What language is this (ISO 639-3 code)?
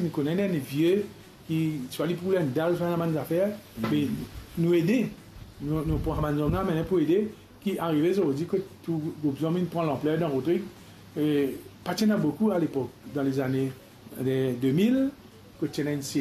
mfe